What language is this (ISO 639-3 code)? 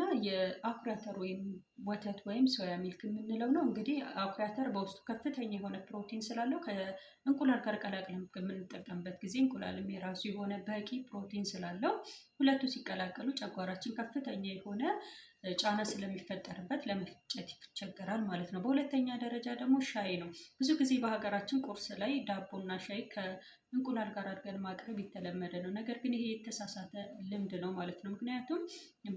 amh